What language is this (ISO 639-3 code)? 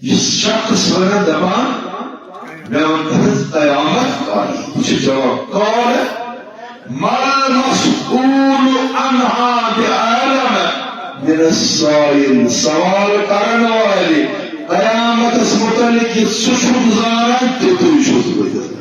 kas